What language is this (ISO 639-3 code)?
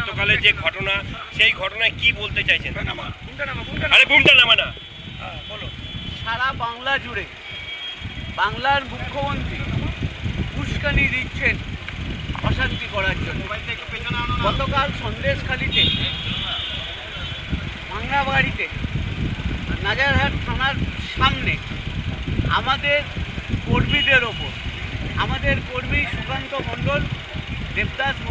ben